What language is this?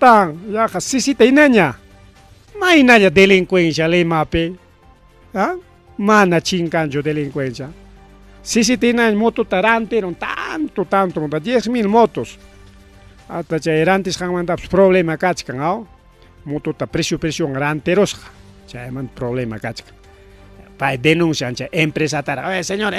Ayacucho Quechua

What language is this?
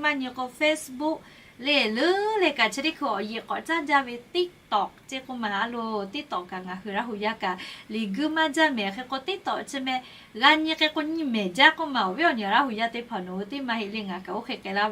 Lahu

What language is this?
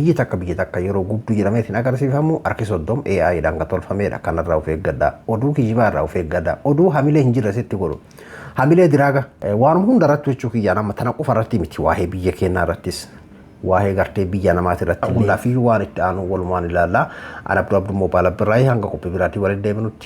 Oromo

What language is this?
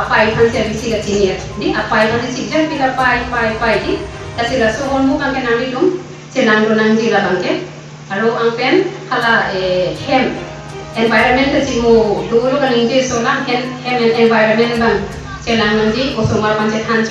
Karbi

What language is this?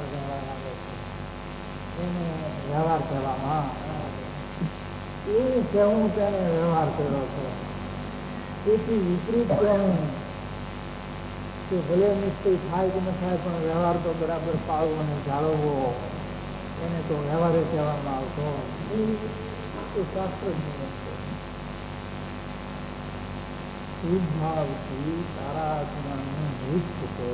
Gujarati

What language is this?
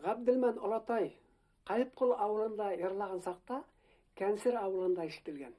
Bashkir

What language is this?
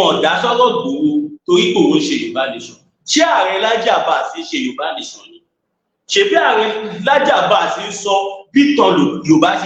Yoruba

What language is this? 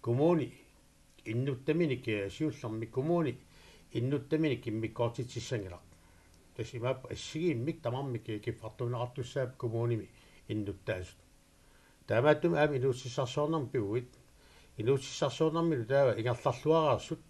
Kalaallisut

